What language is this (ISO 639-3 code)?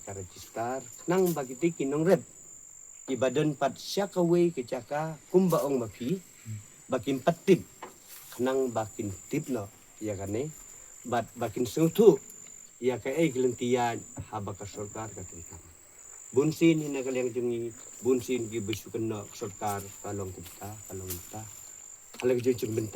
kha